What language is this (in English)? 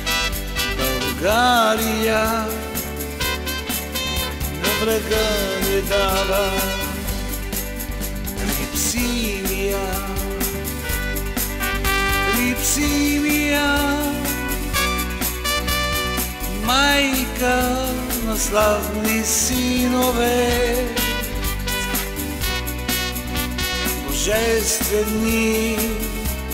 Bulgarian